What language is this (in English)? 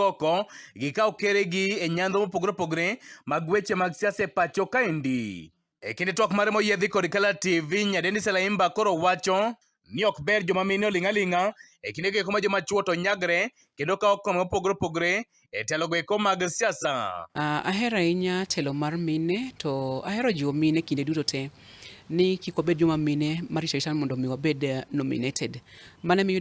Luo (Kenya and Tanzania)